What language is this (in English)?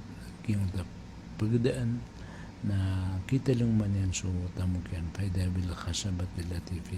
Maranao